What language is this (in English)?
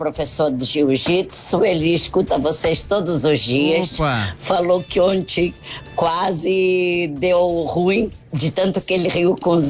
Portuguese